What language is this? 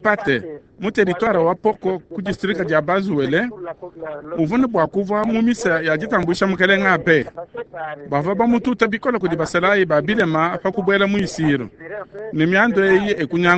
Luba-Lulua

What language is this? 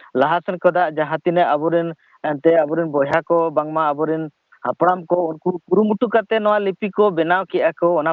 Santali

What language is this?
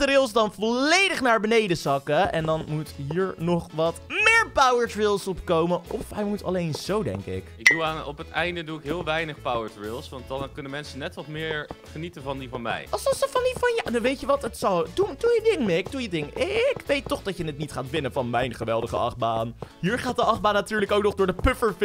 Dutch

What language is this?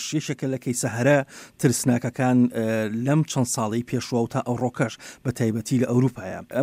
Central Kurdish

